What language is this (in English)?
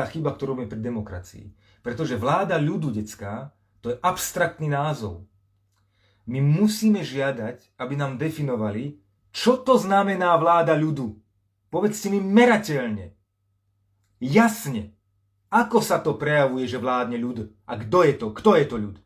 Slovak